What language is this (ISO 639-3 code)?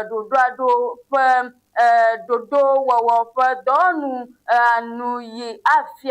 ewe